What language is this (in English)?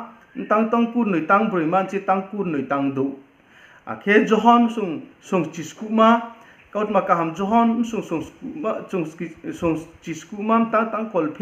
Riang (India)